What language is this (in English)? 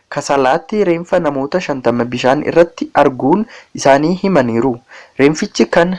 Oromo